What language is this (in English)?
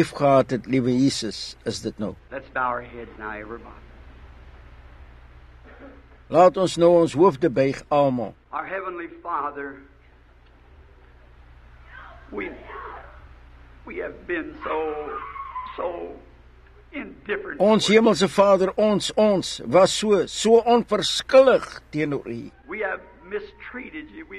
Afrikaans